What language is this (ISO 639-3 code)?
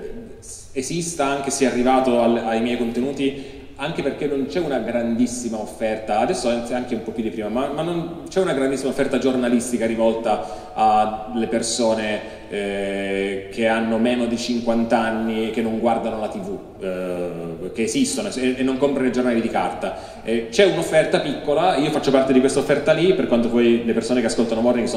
ita